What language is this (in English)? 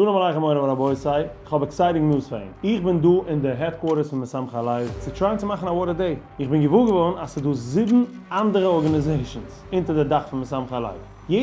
Yiddish